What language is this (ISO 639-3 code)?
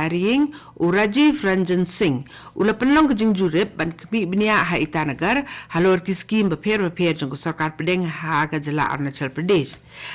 kha